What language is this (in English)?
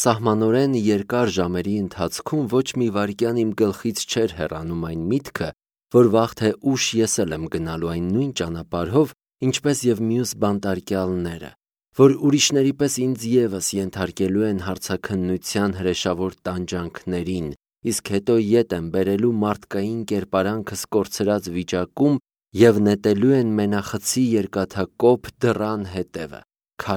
Armenian